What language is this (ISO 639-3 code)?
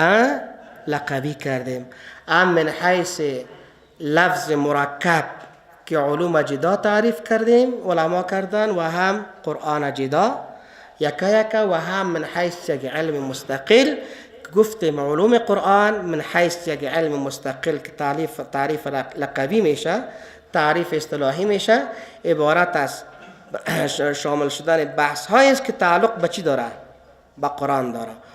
fas